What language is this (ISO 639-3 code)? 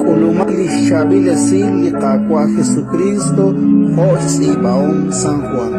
kek